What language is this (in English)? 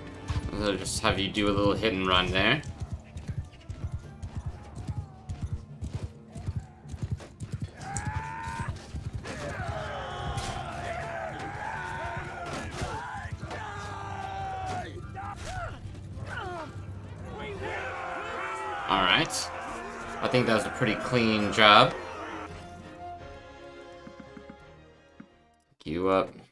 English